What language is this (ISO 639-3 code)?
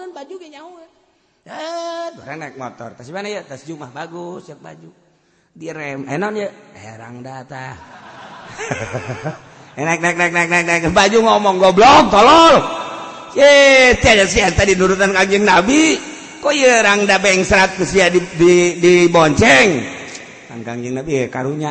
sun